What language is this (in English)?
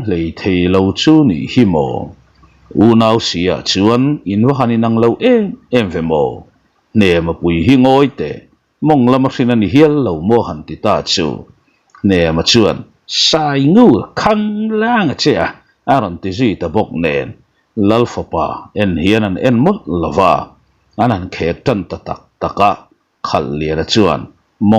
Mizo